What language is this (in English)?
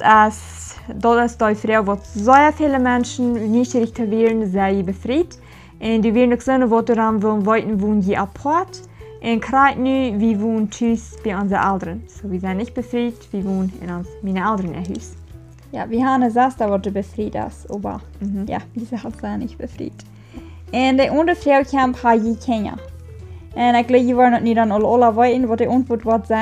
Plautdietsch